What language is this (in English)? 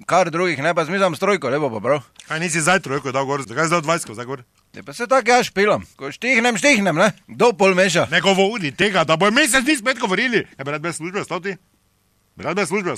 Slovenian